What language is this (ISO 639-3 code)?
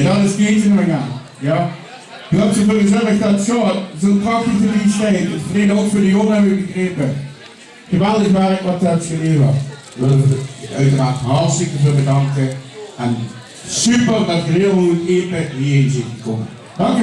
lim